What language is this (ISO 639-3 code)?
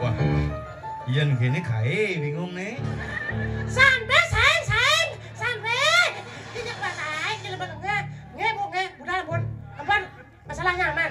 ban